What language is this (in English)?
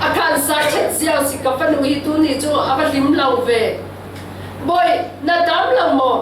Falam Chin